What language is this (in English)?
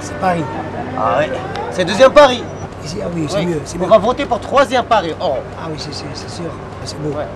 Algerian Arabic